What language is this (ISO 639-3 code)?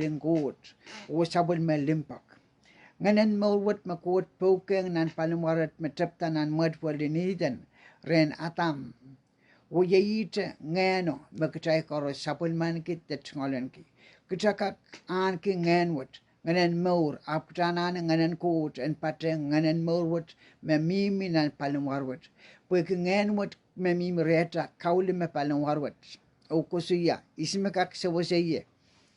pon